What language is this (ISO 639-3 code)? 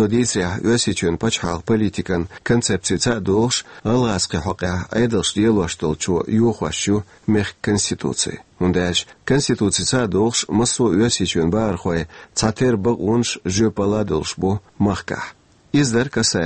che